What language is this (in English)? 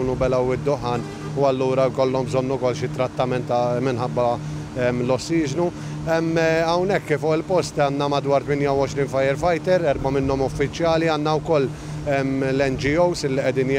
Maltese